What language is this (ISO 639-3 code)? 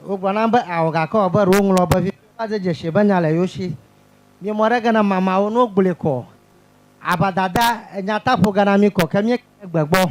ewe